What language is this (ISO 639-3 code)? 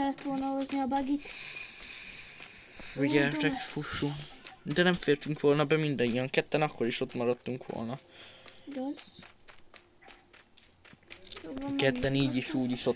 hun